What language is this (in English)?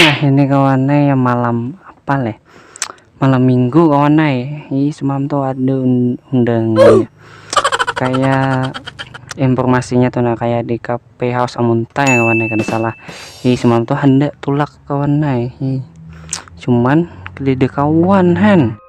Banjar